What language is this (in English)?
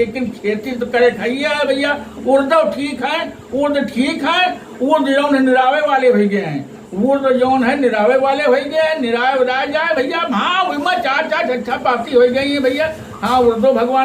Awadhi